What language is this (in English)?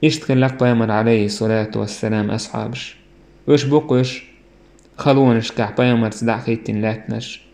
Chechen